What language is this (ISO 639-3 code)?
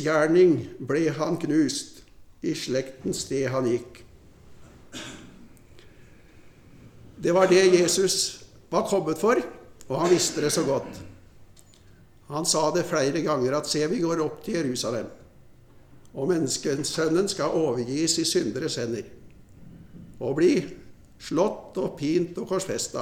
nor